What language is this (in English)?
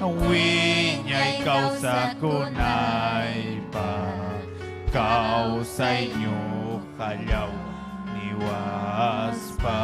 Ayacucho Quechua